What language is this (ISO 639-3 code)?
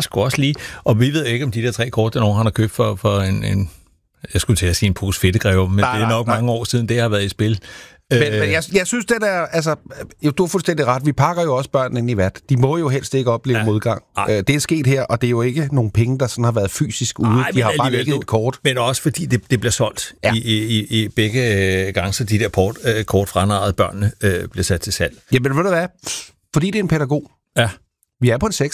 dan